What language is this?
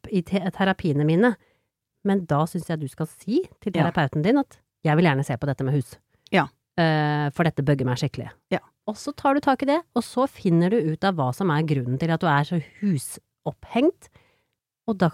Norwegian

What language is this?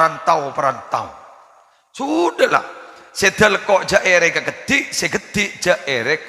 Madurese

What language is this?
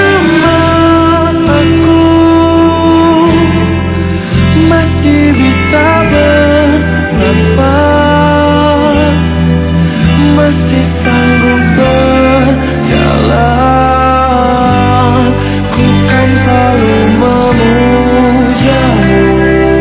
Indonesian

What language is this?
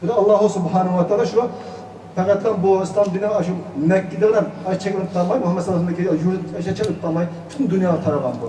Uyghur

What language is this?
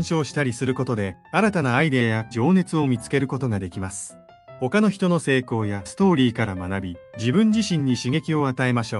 Japanese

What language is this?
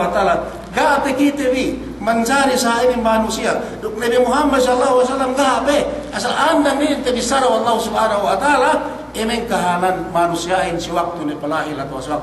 Yakan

